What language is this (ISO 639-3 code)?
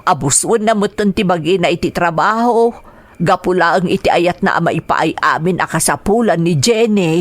ilo